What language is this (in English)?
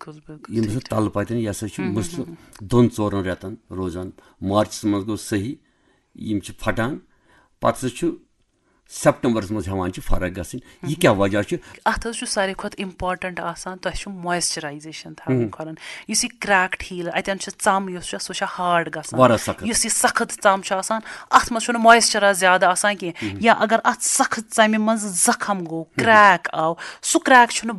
Kashmiri